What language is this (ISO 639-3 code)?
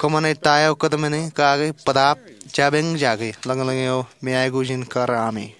mah